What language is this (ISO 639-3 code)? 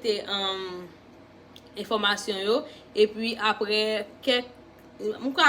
hat